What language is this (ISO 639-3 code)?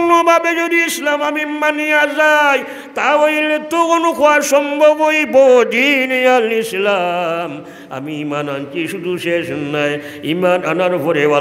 syl